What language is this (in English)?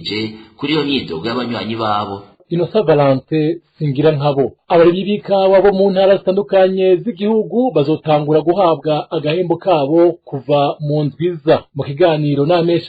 Rundi